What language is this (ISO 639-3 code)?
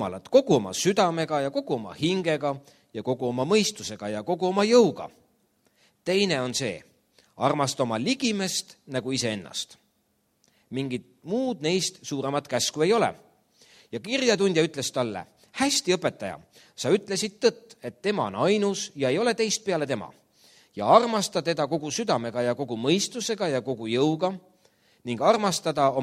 est